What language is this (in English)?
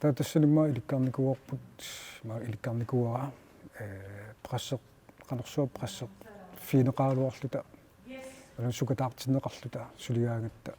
Kalaallisut